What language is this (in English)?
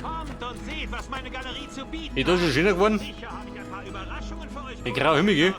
Bavarian